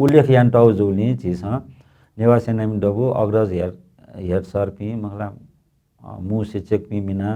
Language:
Newari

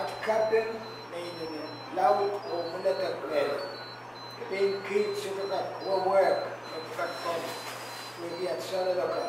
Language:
Pohnpeian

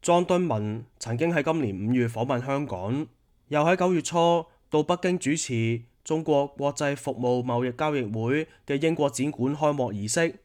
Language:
Cantonese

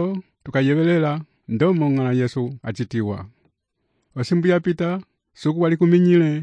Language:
Umbundu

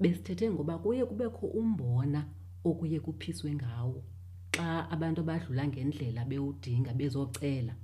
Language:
Xhosa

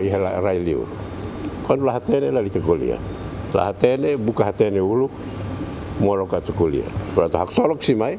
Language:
Tetum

